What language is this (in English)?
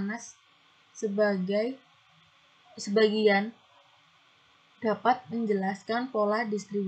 Indonesian